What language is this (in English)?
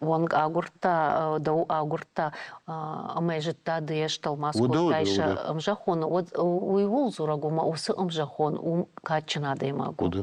Ossetic